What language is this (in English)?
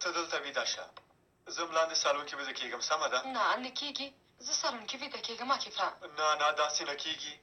Pashto